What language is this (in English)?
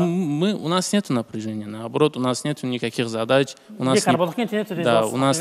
Russian